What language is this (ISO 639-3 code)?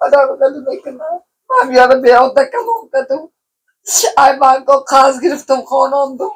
tgk